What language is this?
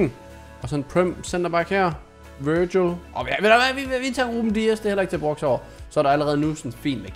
Danish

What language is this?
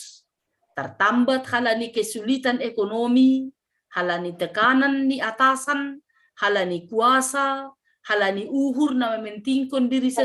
Batak Simalungun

